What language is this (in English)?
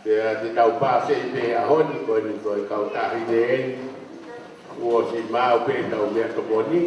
Tongan